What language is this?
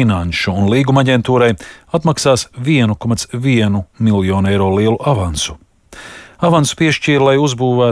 Latvian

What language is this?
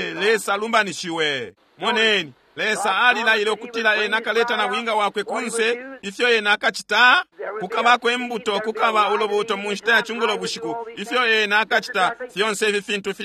Bemba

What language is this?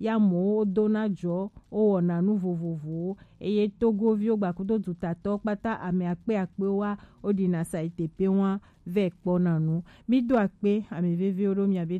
Gen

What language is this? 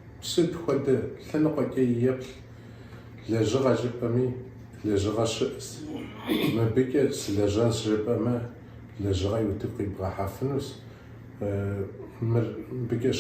Kabardian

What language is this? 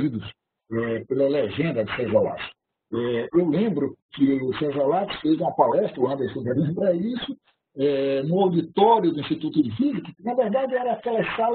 Portuguese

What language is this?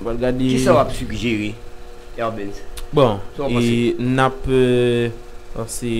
Haitian Creole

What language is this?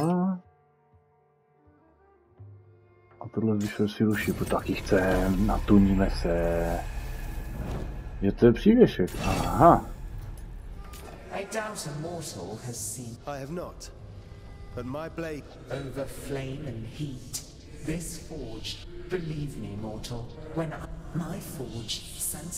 Czech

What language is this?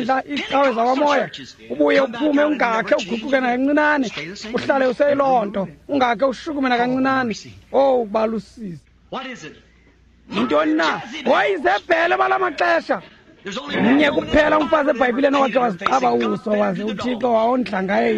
Xhosa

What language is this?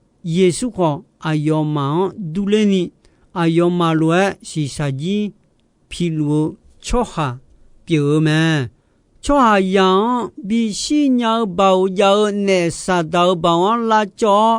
Akha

